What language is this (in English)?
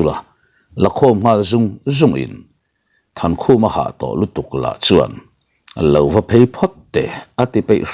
Mizo